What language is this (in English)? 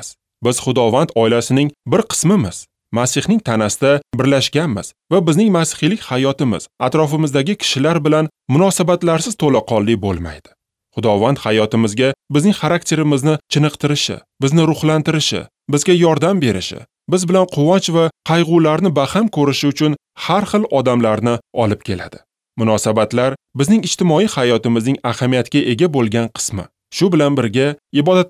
Uzbek